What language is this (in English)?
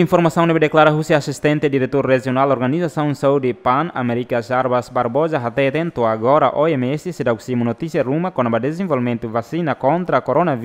Tetum